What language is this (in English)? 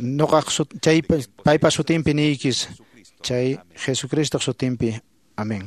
Quechua